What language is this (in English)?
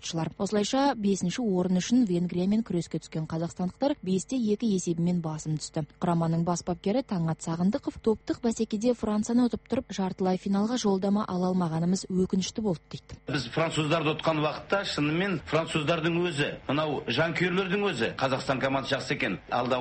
Kazakh